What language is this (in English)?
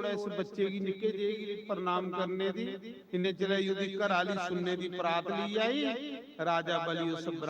Dogri